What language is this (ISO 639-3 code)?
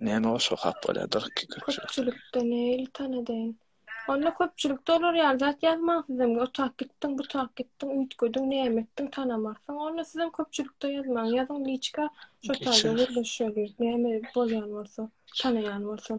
tuk